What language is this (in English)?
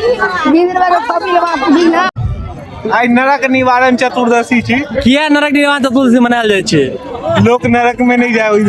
Maithili